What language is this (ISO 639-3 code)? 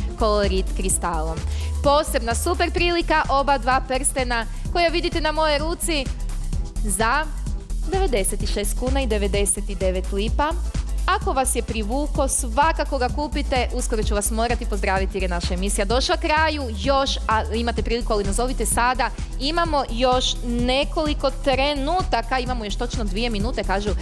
hrv